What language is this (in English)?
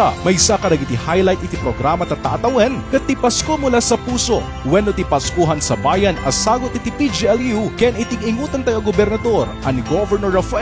Iloko